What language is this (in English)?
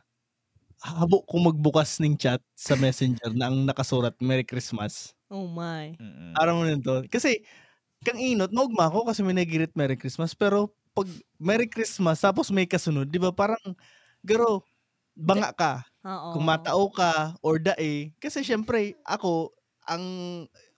Bikol